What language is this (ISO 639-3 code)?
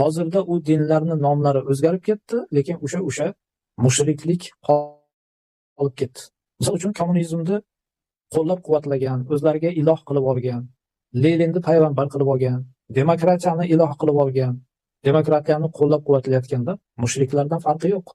uzb